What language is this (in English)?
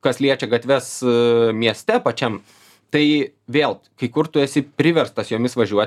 Lithuanian